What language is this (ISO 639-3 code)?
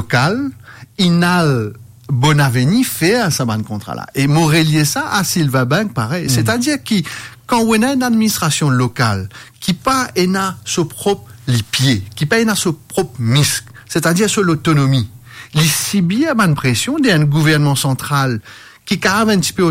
mfe